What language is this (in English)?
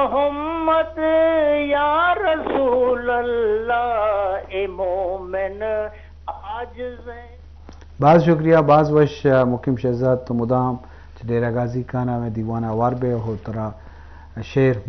Eastern Balochi